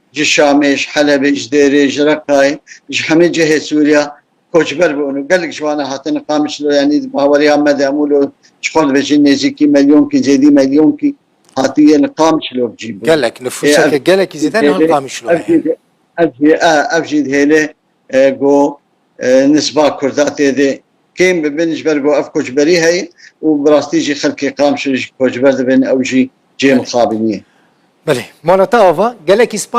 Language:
Kurdish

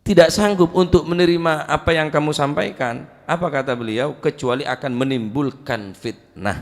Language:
Madurese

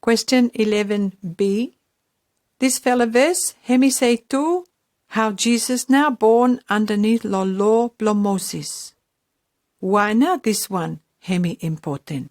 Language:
Pijin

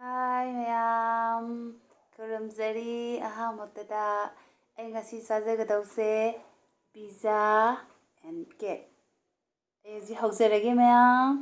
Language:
Manipuri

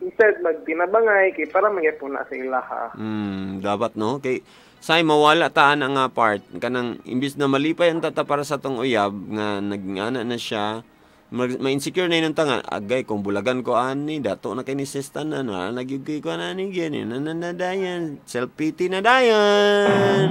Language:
Cebuano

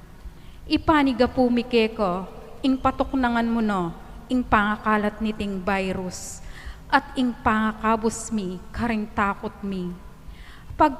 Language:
Pampanga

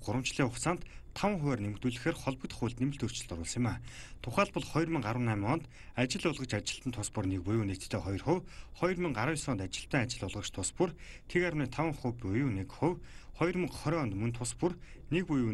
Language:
Mongolian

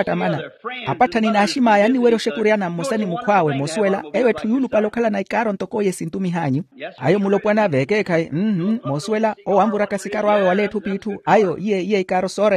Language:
Makhuwa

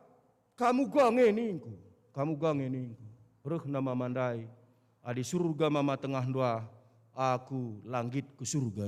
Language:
Batak Karo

